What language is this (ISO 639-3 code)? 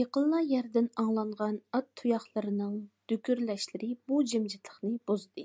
uig